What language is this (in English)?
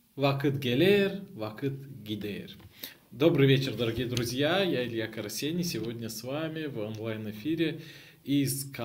Gagauz